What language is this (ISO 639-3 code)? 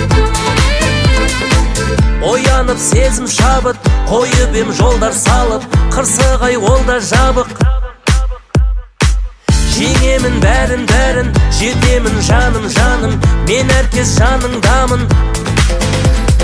kaz